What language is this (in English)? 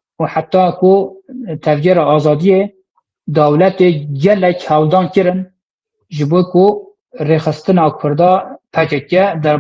Kurdish